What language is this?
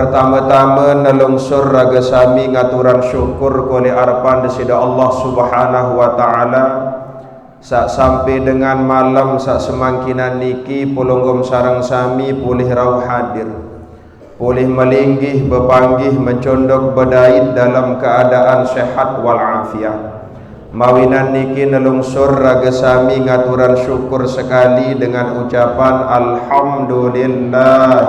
Sasak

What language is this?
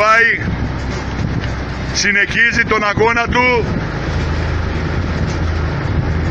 Greek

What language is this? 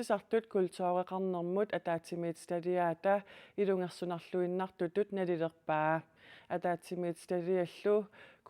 Kalaallisut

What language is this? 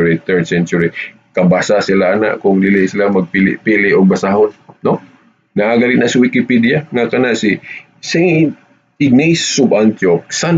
Cebuano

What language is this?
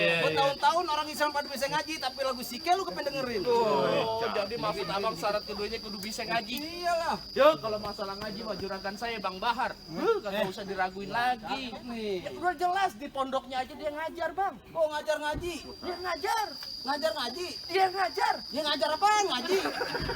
Betawi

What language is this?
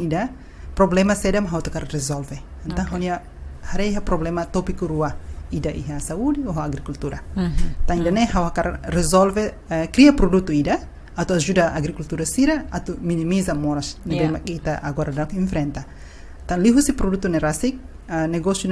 Tetum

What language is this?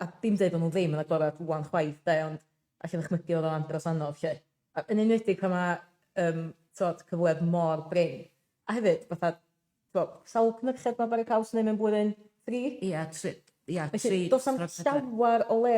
Welsh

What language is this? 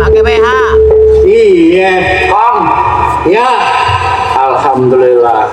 Betawi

